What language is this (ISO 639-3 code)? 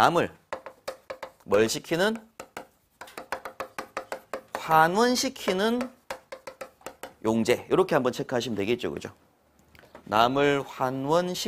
kor